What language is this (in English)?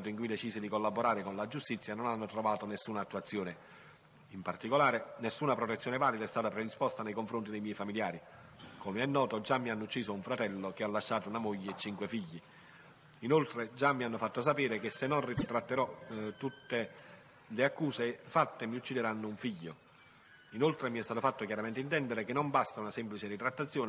Italian